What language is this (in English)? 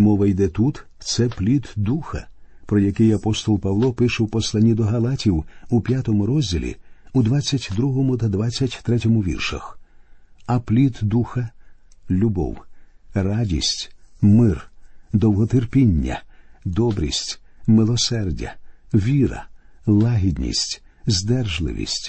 Ukrainian